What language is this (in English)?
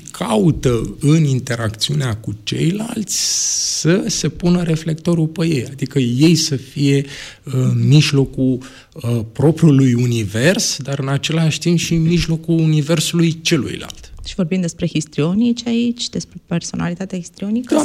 Romanian